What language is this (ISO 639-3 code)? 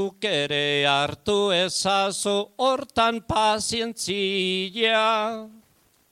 eus